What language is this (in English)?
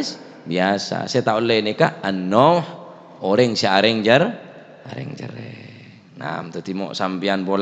Madurese